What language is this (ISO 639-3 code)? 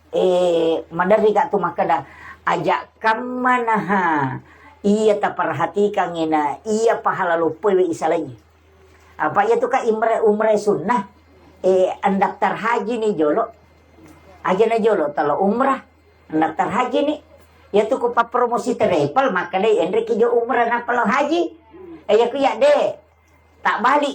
bug